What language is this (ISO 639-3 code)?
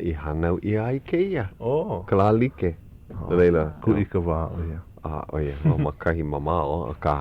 haw